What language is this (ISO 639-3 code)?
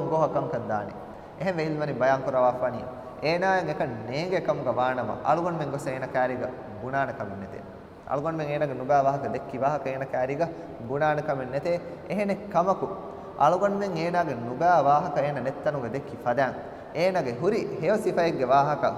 div